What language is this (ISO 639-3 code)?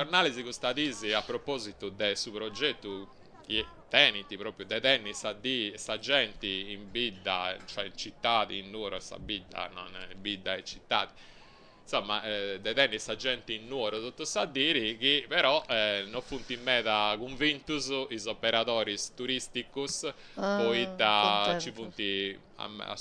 srd